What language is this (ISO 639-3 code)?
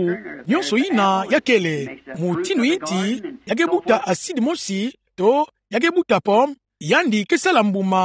ktu